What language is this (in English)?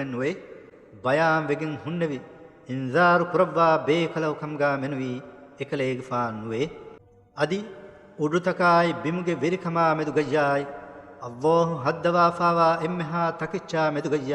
Divehi